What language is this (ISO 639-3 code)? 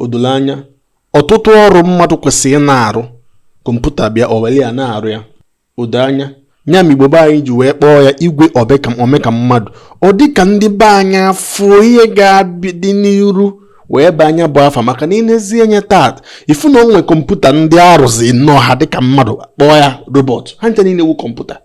ibo